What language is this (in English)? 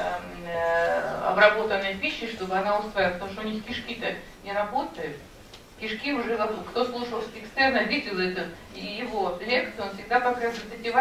Russian